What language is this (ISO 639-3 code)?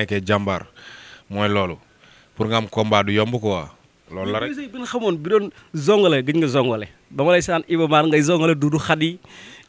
wol